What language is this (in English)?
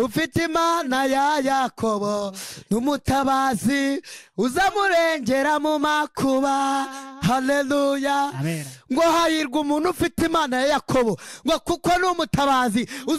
Kinyarwanda